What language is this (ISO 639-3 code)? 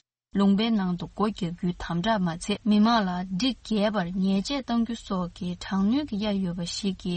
bod